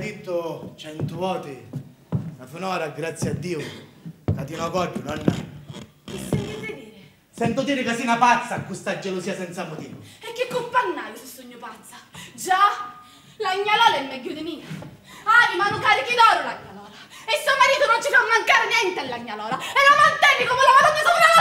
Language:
Sicilian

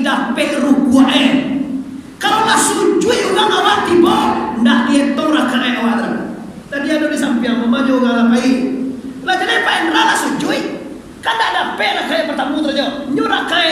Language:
Minangkabau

